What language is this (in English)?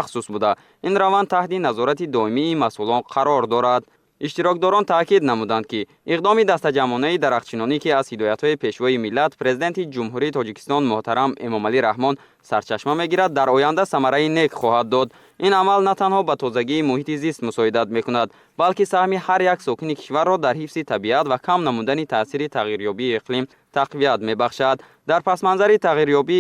Tajik